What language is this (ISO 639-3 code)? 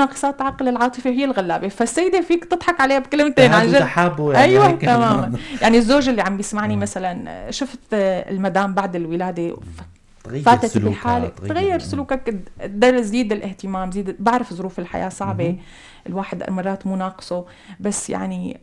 apc